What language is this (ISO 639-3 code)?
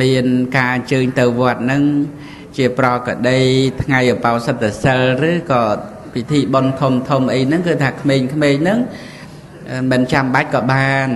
khm